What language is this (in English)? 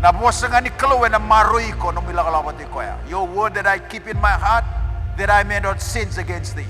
Fijian